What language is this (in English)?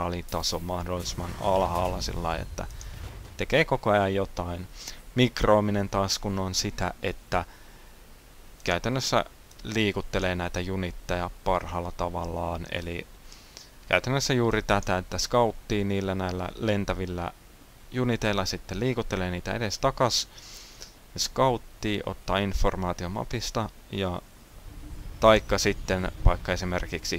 Finnish